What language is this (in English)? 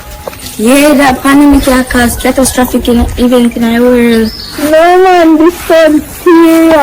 Jamaican Creole English